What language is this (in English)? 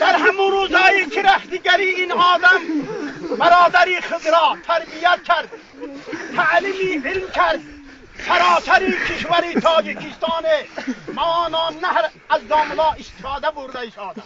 Tajik